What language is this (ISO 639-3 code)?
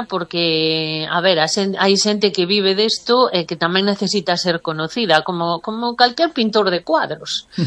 glg